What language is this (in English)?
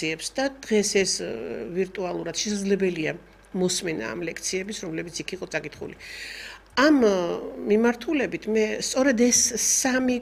Georgian